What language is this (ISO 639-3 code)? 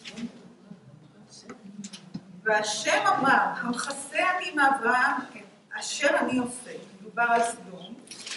heb